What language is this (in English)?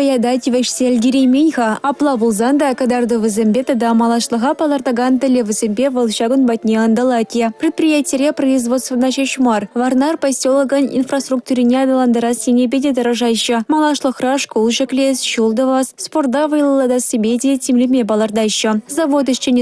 Chuvash